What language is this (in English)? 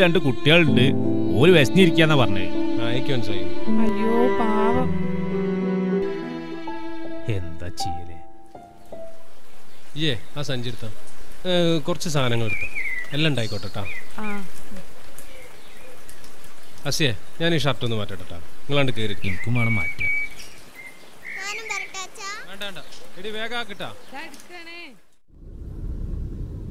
Malayalam